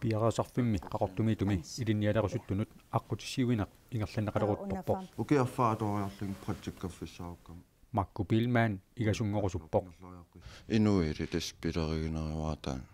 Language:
Kalaallisut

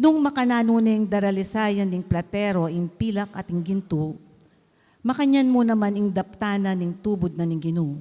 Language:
Pampanga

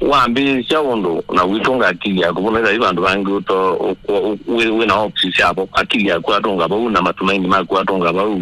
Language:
Kamba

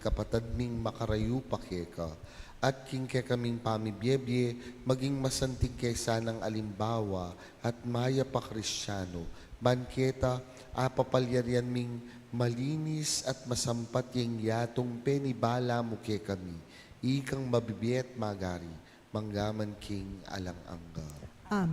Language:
Pampanga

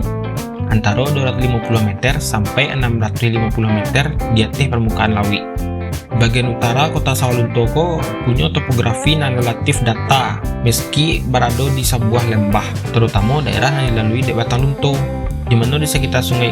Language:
Minangkabau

